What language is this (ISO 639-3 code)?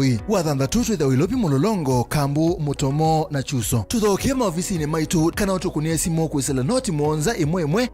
kam